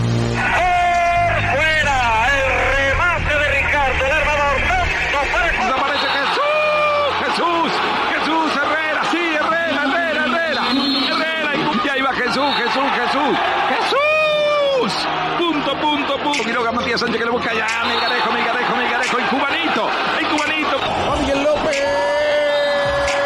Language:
Spanish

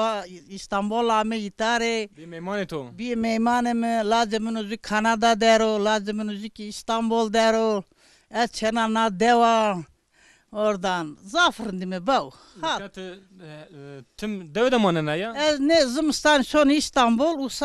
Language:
Zaza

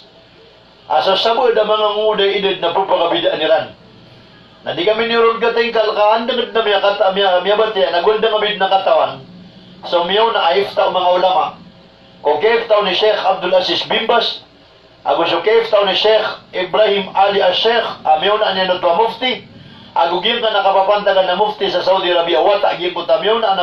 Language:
Maranao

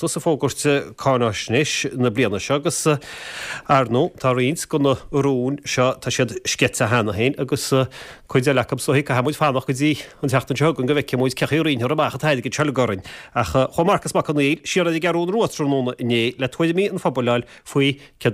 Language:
Irish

